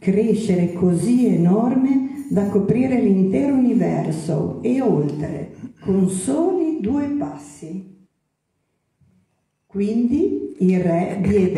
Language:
Italian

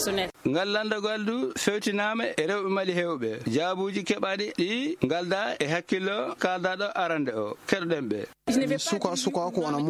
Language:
Fula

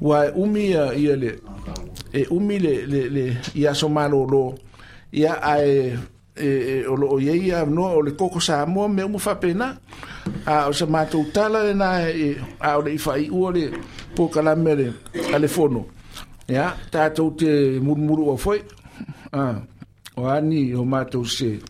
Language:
Samoan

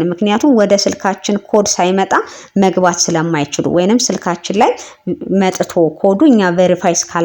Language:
Amharic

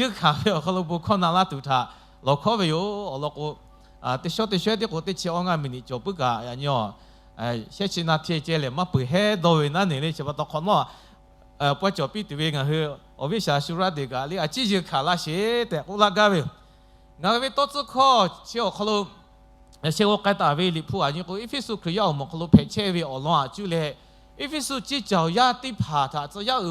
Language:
Lahu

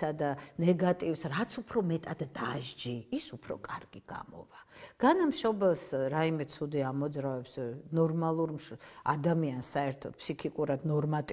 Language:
Georgian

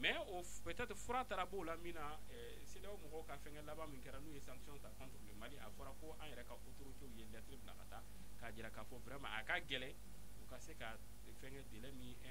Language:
Bambara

